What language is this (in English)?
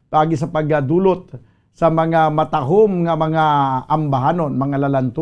Hiligaynon